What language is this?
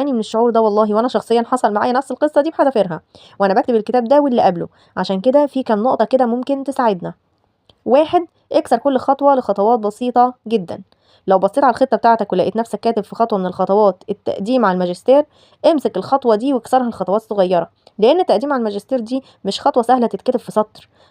Egyptian Arabic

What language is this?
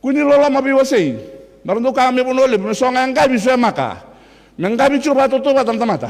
Fijian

